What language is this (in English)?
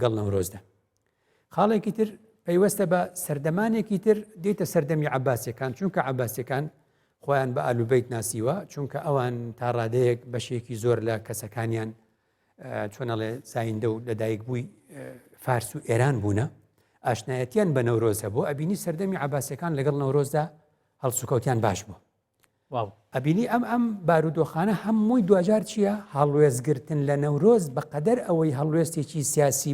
Central Kurdish